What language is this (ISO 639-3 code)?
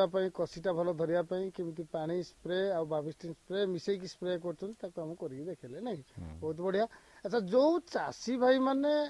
ori